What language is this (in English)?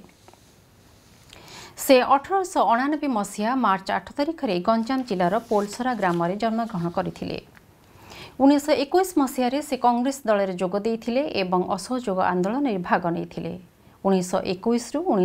Odia